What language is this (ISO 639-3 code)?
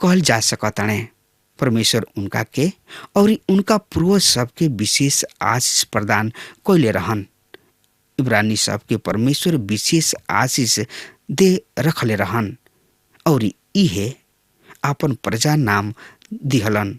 bho